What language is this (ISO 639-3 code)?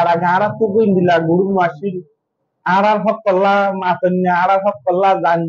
rhg